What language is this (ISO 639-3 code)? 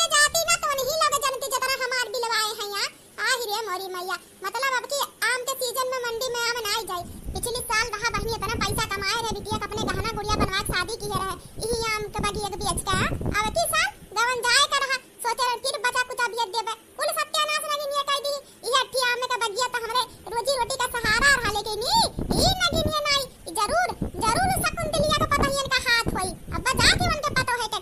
awa